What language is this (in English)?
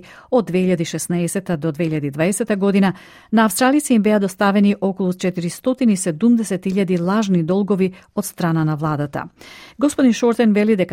Macedonian